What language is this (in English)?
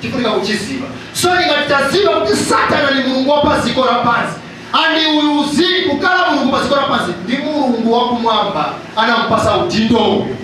Nyanja